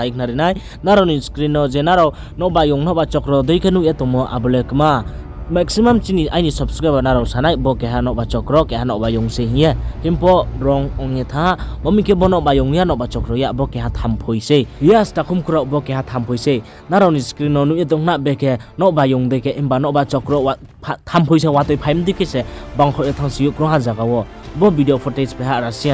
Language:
Riang (India)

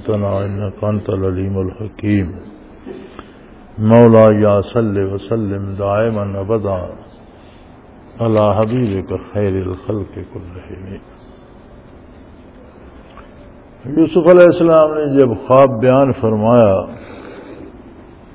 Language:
Urdu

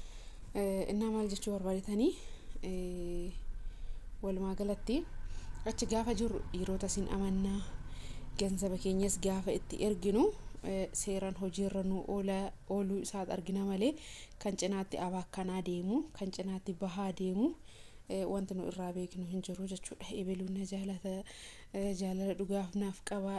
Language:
Oromo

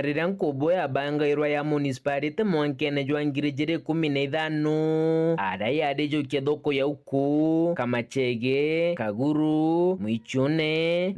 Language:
Meru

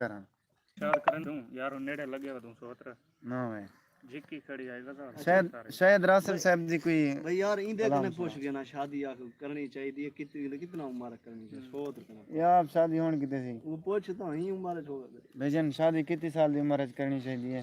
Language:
Saraiki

